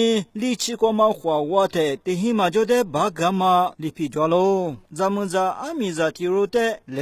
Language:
Lisu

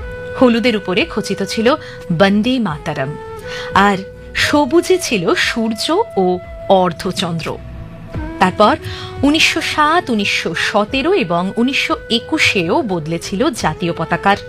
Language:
Bangla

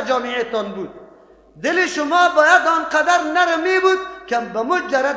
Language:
Persian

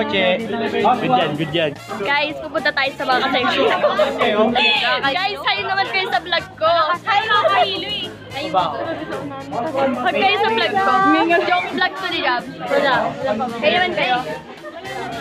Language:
Filipino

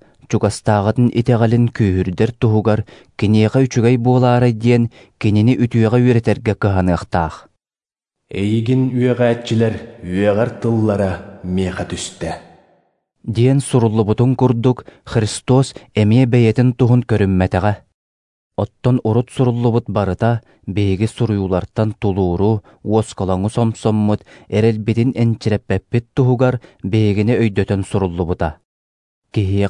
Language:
Yakut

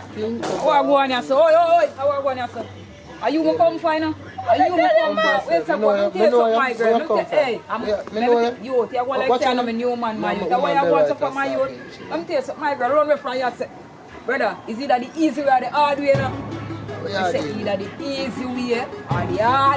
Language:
Jamaican Creole English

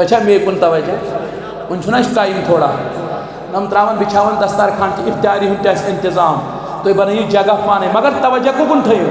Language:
Kashmiri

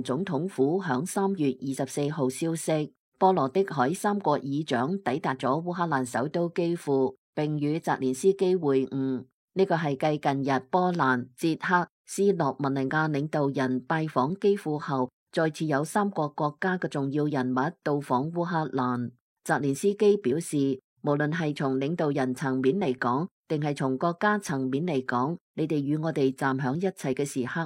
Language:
Cantonese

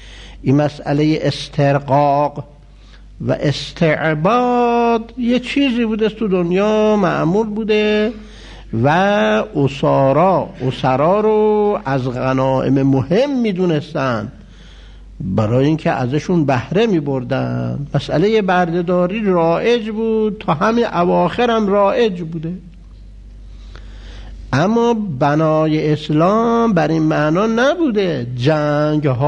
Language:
Persian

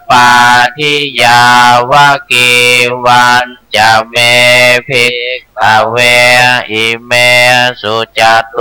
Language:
Pali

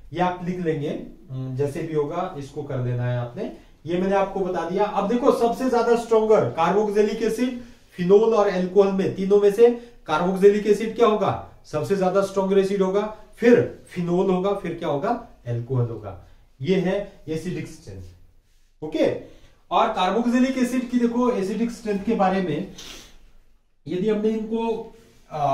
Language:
Hindi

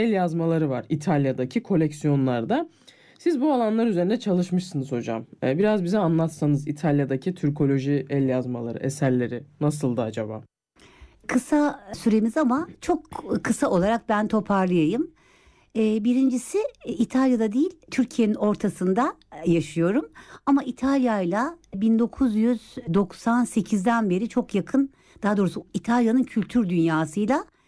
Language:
Turkish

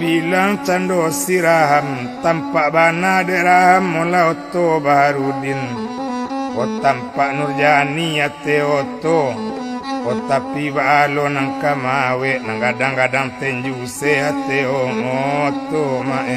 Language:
Minangkabau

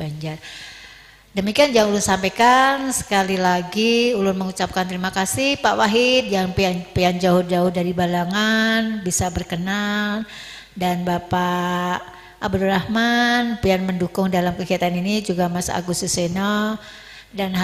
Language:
Banjar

